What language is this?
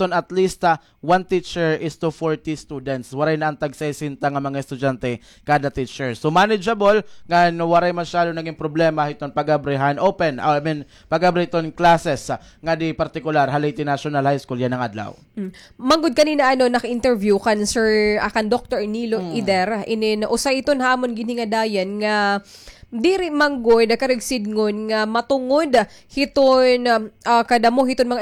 Waray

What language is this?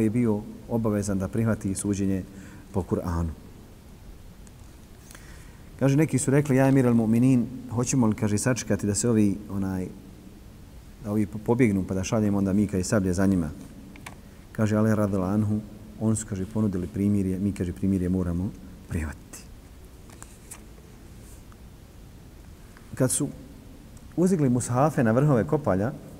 Bosnian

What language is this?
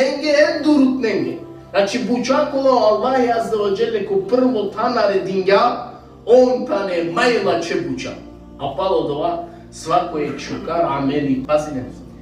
Balkan Romani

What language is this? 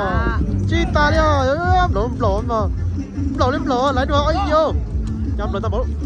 Hmong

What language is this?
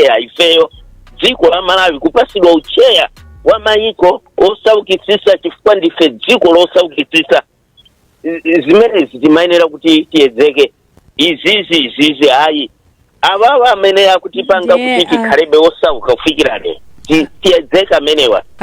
Nyanja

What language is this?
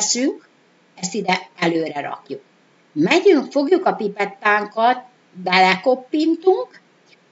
Hungarian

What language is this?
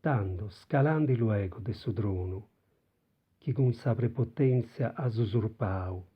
Sardinian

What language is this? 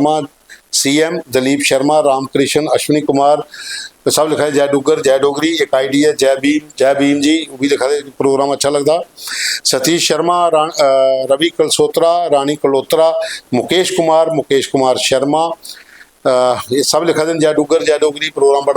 Dogri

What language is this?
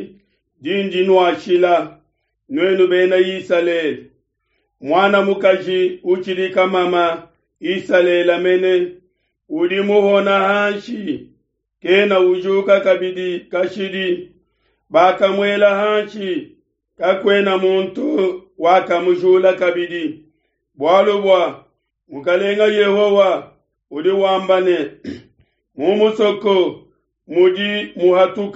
Luba-Lulua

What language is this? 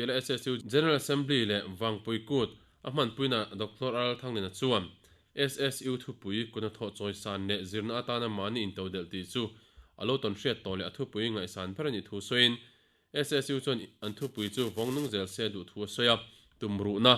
Mizo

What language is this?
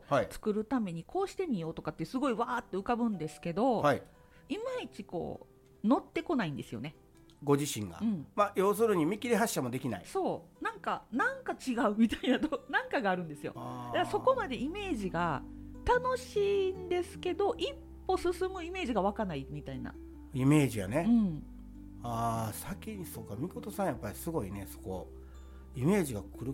Japanese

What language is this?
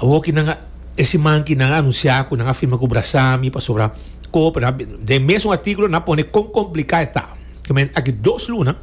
Papiamento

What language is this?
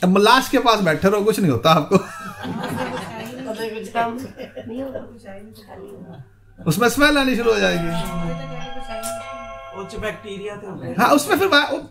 Hindi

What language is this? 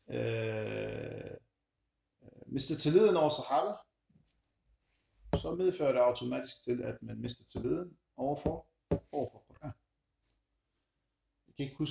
Danish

